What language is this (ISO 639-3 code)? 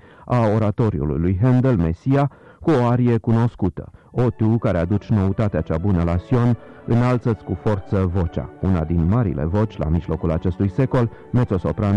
ron